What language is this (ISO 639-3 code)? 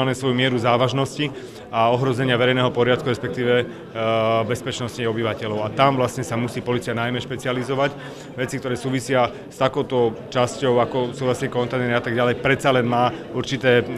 slk